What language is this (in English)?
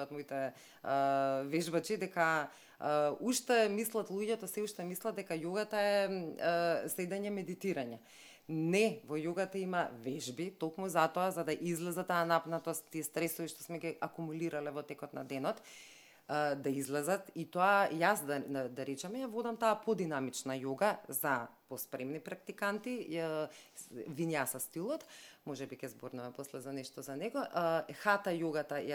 Macedonian